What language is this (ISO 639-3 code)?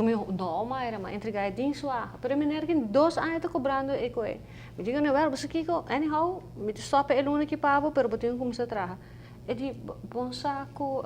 pap